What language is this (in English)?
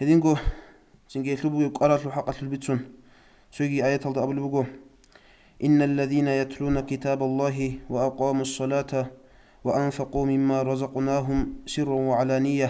Avaric